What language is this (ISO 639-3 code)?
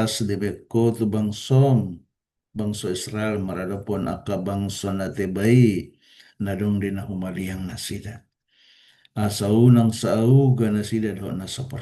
bbc